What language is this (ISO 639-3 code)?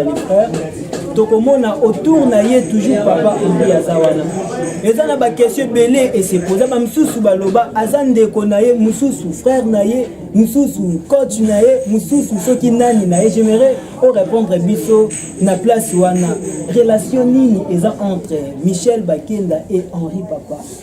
lin